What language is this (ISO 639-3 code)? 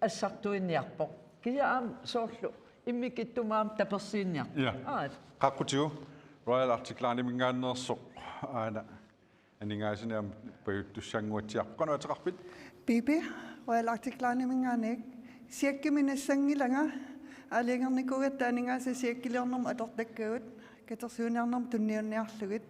kal